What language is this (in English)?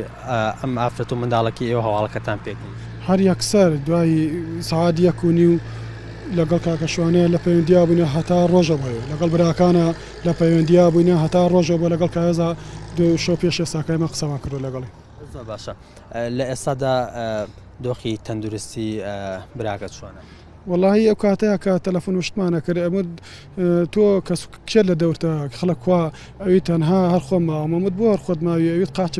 Central Kurdish